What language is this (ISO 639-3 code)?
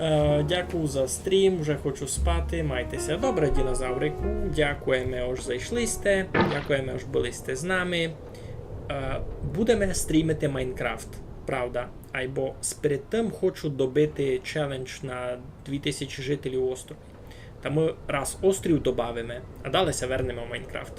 rue